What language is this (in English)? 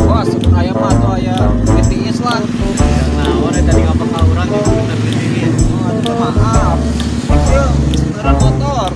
Sundanese